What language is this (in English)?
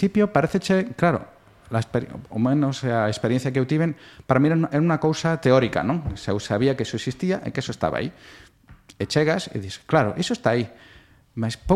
Galician